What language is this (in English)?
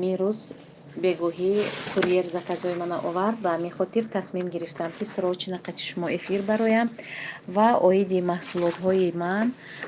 Tajik